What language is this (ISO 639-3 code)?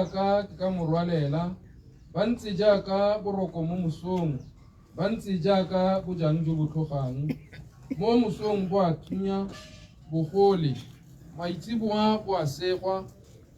tsn